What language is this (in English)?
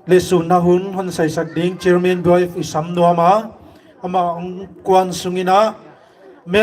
Paite Chin